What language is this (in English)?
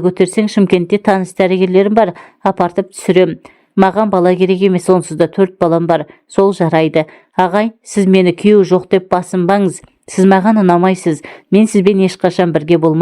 Kazakh